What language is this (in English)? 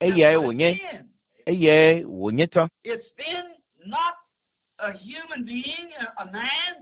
Ewe